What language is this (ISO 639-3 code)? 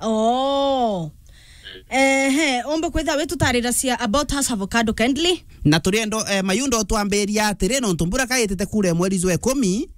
mer